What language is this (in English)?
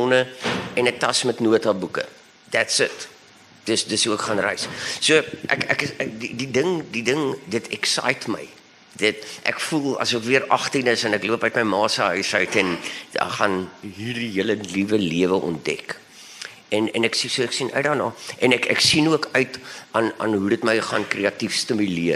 Afrikaans